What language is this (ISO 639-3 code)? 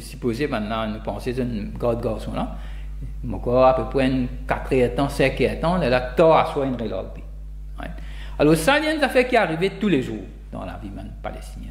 mfe